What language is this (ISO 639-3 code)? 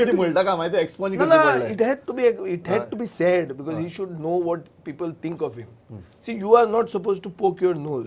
kok